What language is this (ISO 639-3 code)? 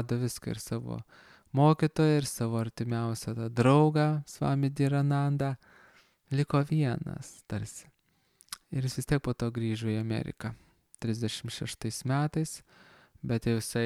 lit